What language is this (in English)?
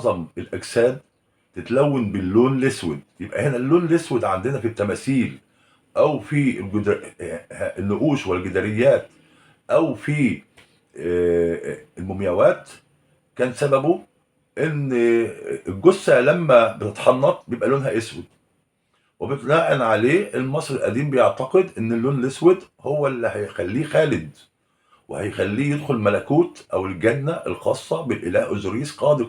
Egyptian Arabic